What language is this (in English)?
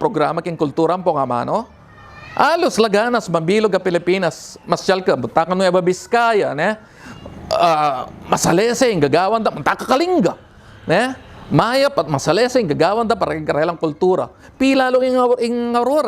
Pampanga